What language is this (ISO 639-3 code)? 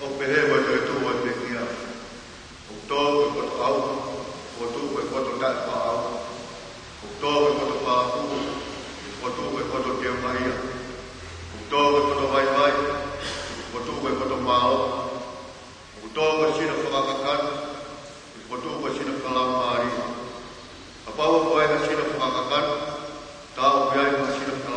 ton